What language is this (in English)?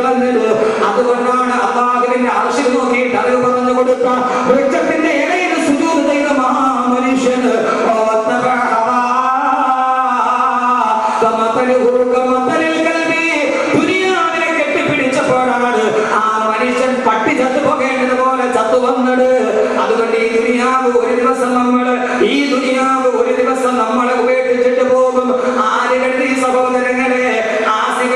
Malayalam